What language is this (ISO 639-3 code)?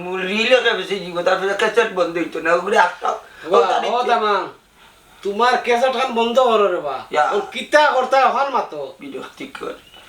syl